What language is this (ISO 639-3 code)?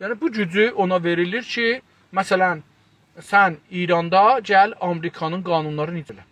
azb